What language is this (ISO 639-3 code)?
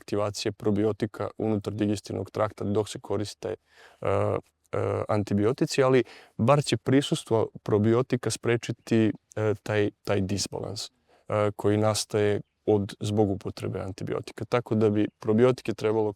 srp